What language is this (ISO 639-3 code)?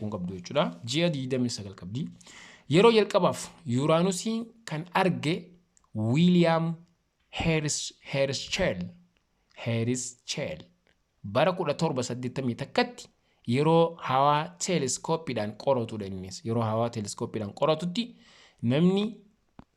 orm